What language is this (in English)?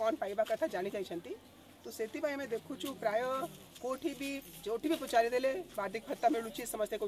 Odia